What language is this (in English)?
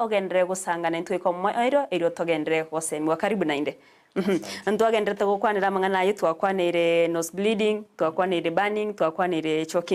Gusii